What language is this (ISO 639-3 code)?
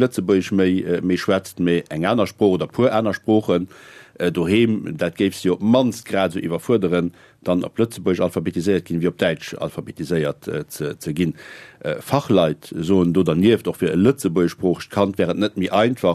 ltz